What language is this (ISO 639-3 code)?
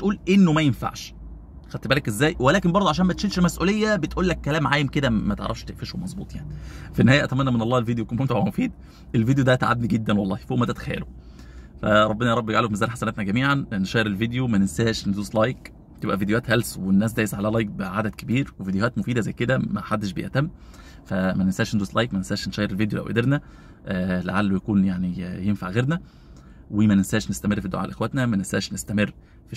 arz